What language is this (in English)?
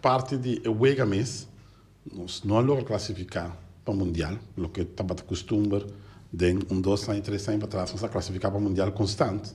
Papiamento